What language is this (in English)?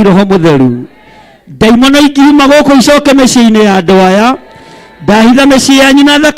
Kikuyu